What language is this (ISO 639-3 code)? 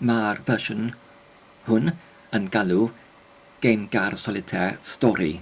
cym